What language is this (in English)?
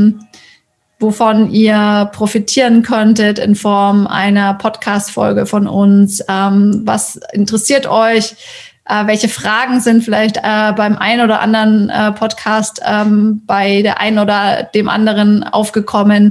German